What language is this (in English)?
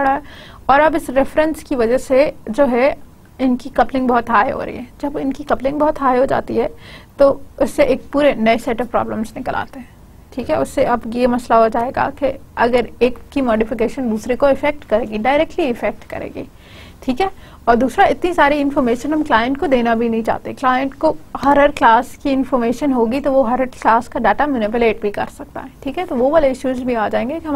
Hindi